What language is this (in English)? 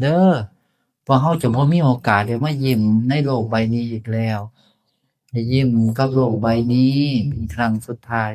Northeastern Thai